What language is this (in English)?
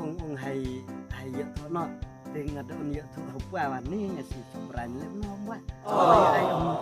Khasi